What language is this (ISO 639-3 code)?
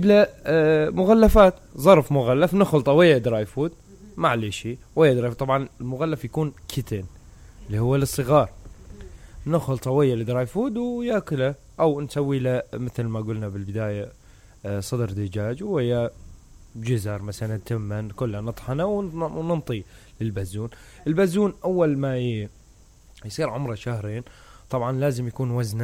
acm